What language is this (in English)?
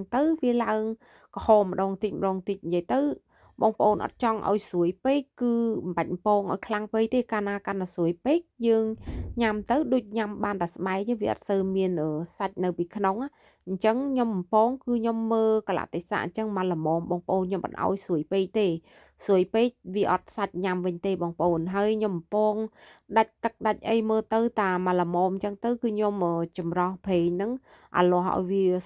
Khmer